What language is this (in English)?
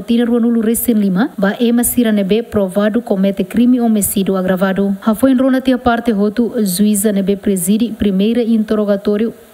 Tetum